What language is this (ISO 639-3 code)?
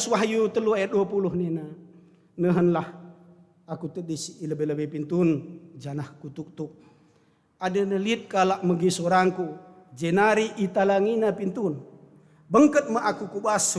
btx